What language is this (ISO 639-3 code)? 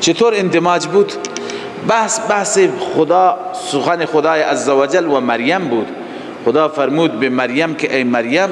fas